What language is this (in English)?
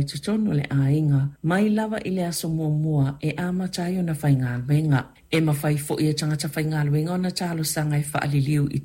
Samoan